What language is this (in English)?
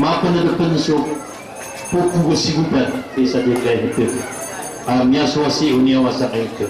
Maranao